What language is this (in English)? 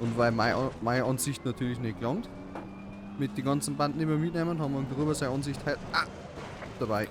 Bavarian